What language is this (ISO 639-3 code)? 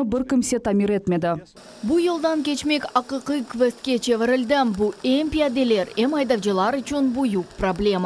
crh